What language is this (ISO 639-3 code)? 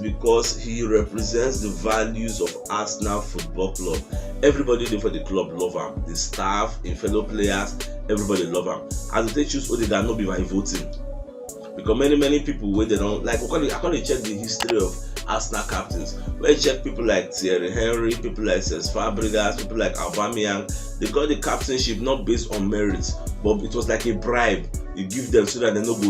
pcm